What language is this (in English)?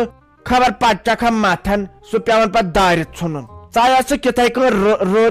Kashmiri